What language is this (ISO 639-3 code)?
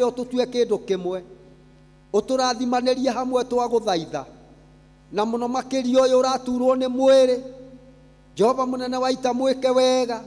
kik